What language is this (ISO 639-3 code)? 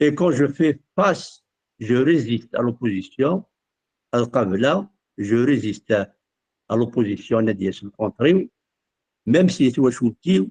kab